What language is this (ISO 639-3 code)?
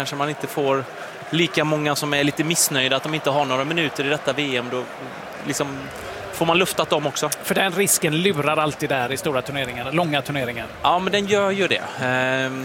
swe